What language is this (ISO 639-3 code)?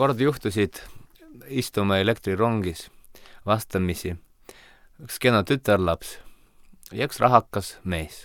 est